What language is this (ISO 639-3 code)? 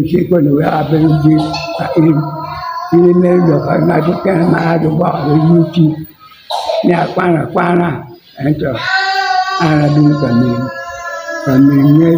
ach